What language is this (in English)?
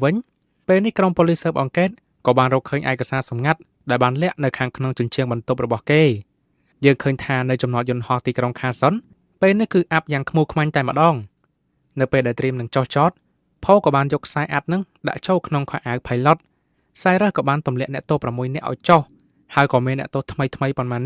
Khmer